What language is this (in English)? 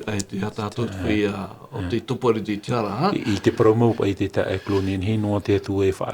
Tahitian